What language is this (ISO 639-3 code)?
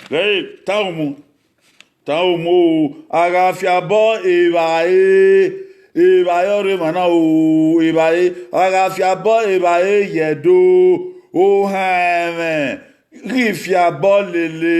bin